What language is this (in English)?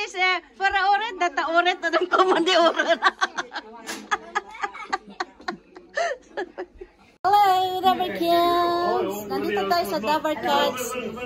Filipino